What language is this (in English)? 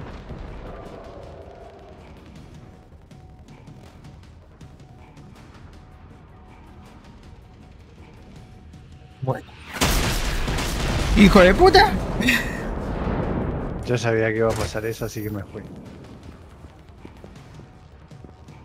Spanish